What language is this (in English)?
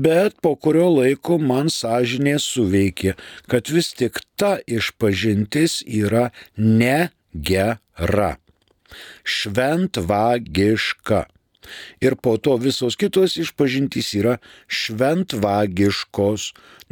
Lithuanian